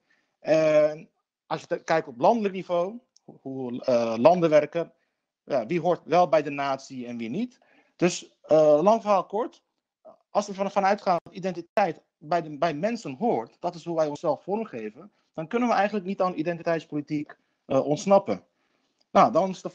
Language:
Dutch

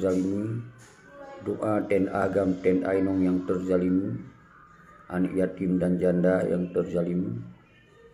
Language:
Achinese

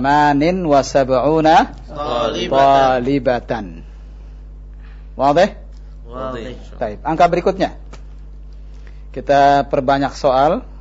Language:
Indonesian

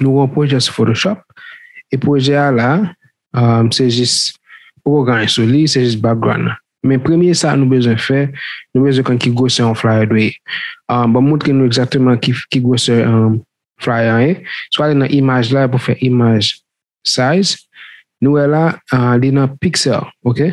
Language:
Haitian Creole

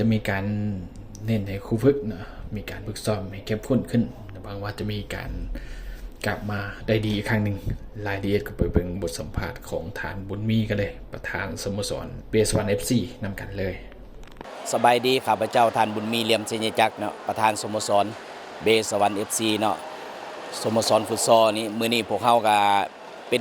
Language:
Lao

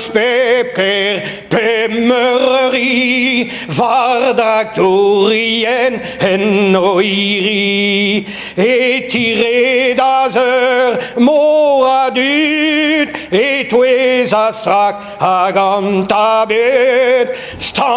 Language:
Breton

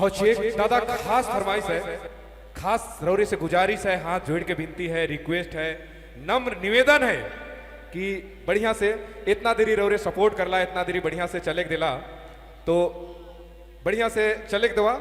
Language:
Sadri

